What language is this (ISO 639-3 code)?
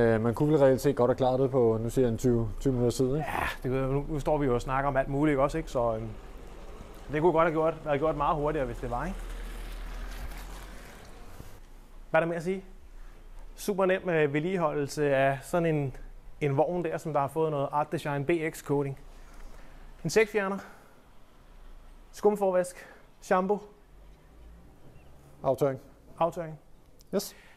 dan